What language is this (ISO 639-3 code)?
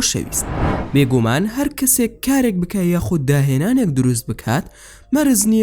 ckb